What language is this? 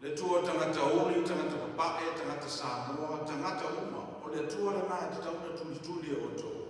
Samoan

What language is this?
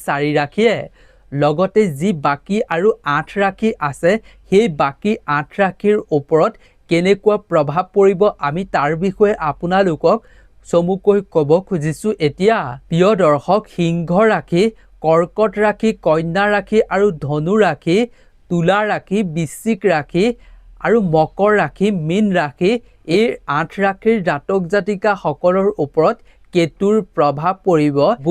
Assamese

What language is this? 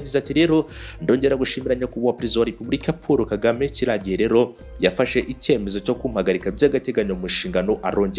Kinyarwanda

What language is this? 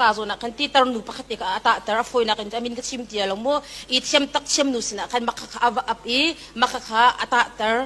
Hakha Chin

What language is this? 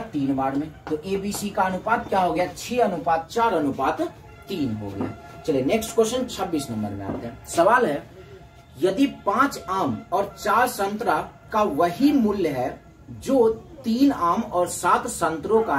Hindi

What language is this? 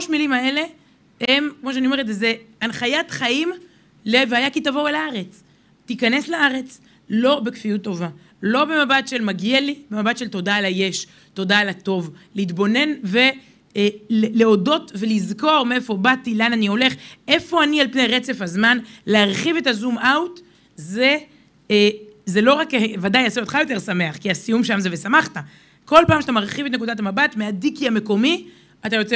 Hebrew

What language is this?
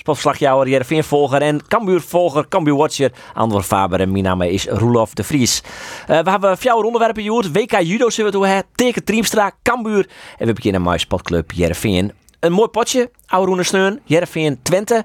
Western Frisian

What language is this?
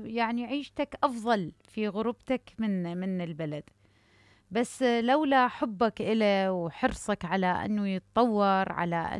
Mesopotamian Arabic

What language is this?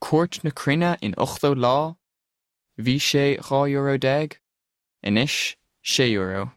Irish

